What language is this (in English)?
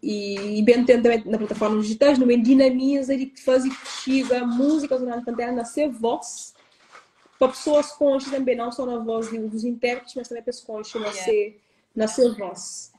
Kabuverdianu